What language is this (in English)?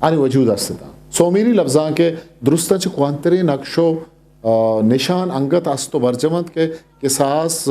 Eastern Balochi